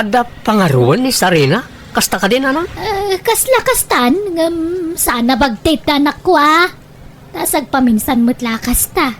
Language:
Iloko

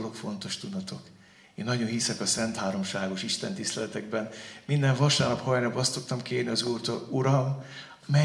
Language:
Hungarian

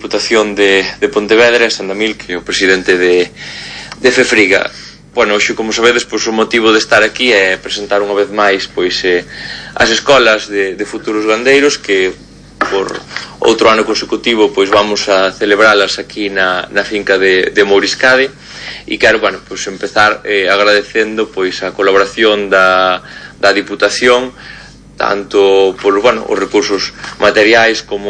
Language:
Galician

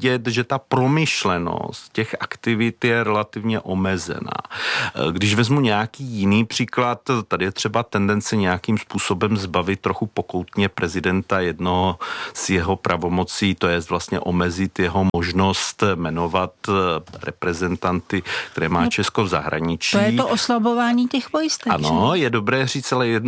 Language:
Czech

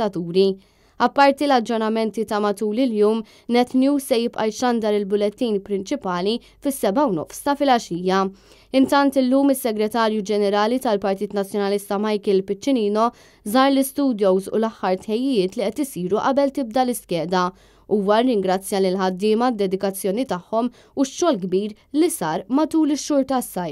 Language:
Maltese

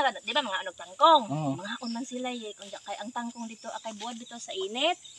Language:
Cebuano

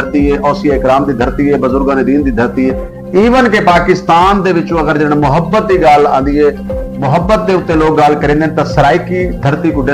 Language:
Saraiki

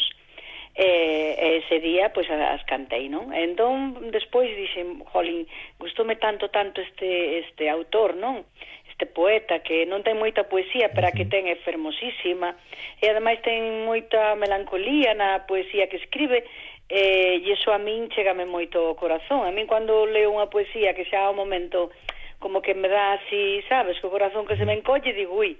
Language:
Galician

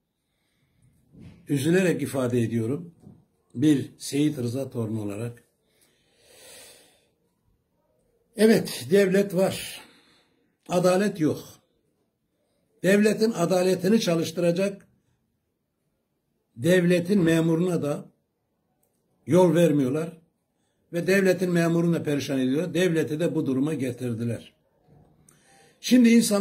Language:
Turkish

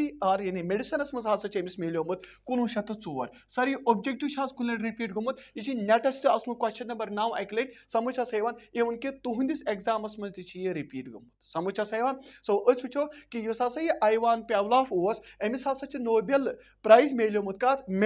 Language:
Kashmiri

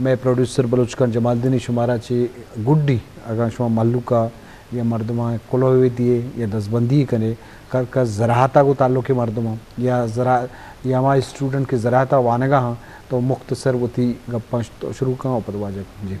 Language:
Eastern Balochi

